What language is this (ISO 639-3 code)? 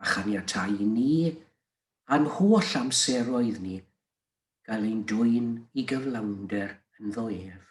cym